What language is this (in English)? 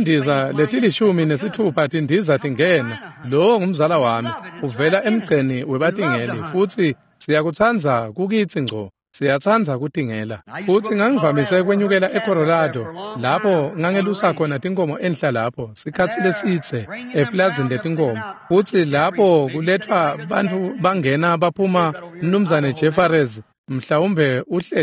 Swati